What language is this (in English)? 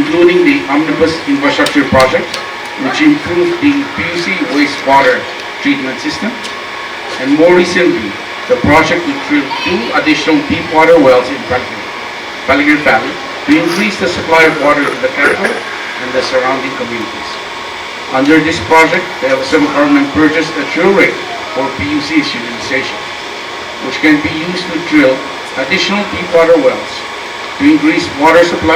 Pohnpeian